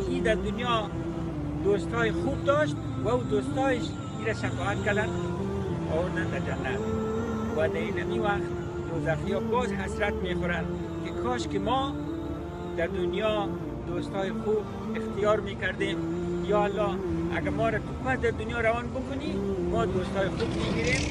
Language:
Persian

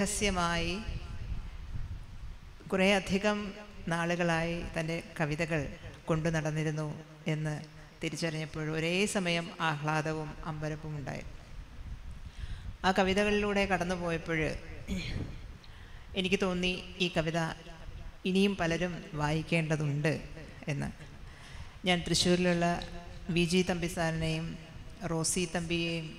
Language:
Malayalam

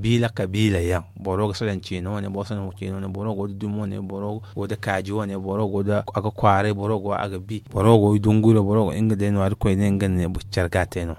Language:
Zarma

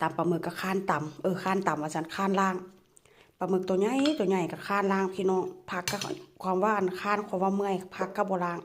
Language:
Northeastern Thai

